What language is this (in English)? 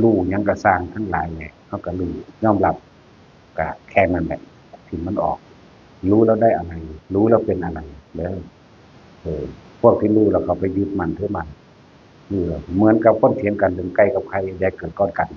Northeastern Thai